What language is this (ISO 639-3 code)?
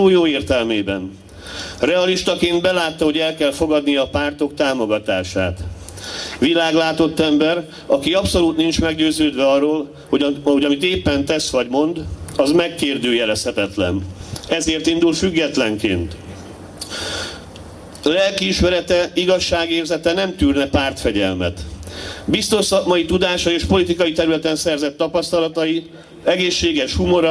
hun